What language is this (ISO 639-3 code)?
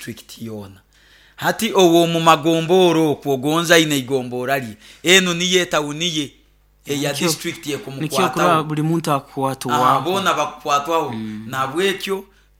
nyo